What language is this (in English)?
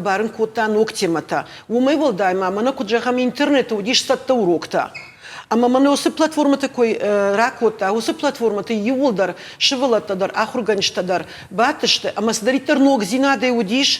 Ossetic